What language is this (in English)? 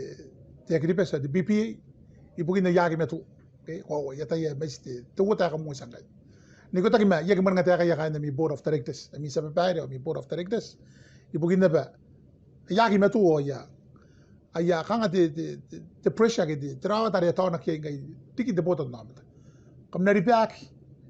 Gilbertese